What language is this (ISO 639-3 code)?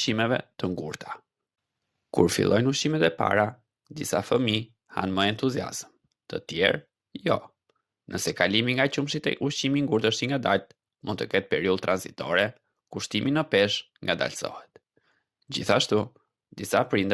sqi